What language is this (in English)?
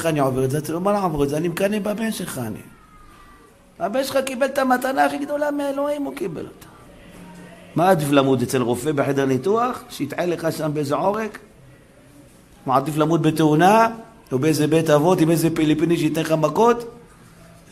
Hebrew